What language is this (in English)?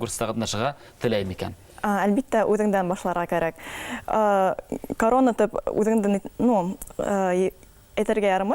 Bashkir